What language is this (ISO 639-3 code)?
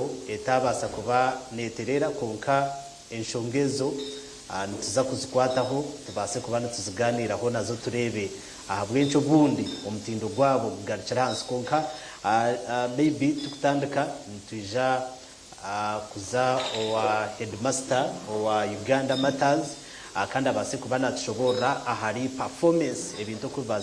nyn